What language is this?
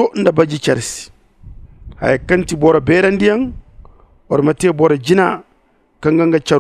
Zarma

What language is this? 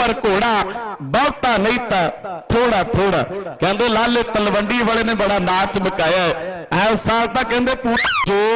Punjabi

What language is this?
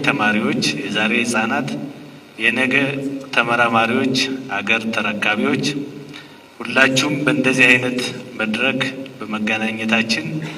Amharic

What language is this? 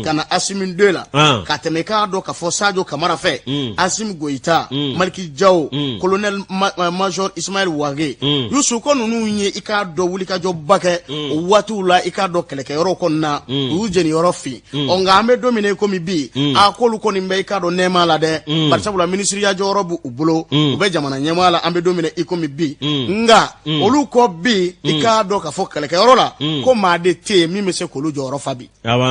Bambara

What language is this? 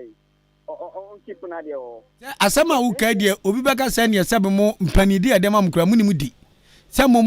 Akan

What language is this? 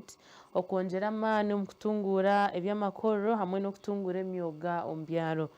Nyankole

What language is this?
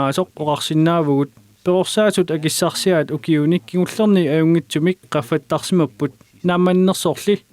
Kalaallisut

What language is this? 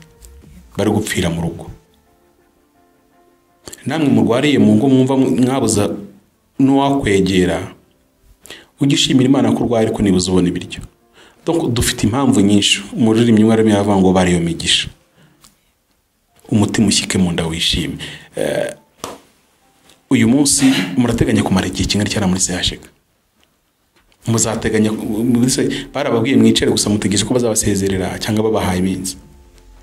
Kinyarwanda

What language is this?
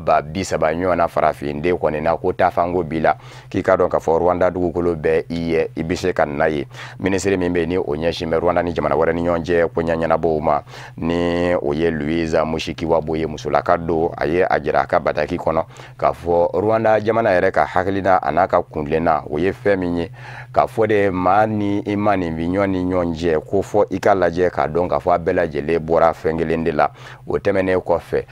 Bambara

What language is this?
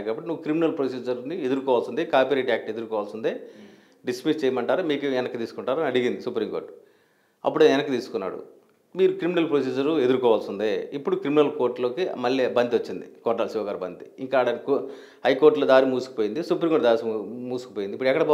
Telugu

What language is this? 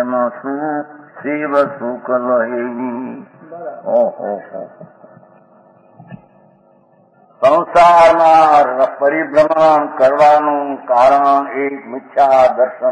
Gujarati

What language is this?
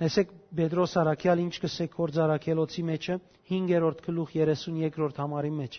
Western Armenian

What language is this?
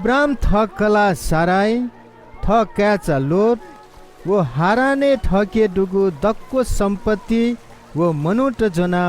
Newari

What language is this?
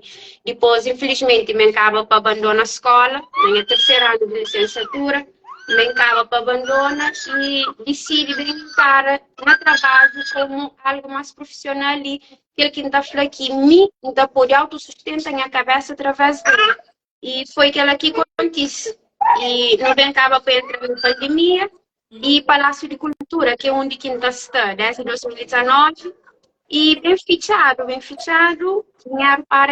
Kabuverdianu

